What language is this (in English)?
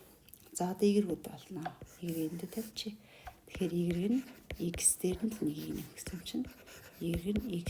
Mongolian